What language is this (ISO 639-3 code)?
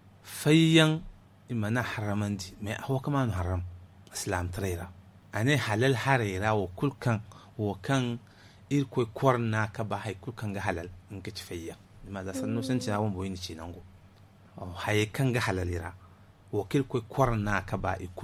dje